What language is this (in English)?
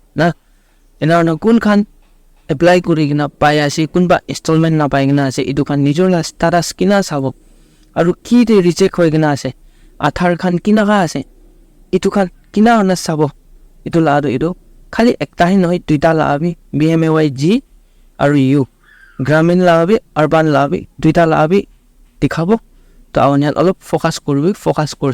Naga Pidgin